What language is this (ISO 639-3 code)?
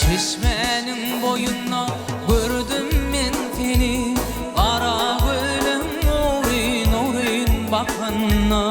tuk